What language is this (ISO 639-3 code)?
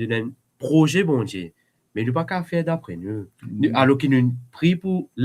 mfe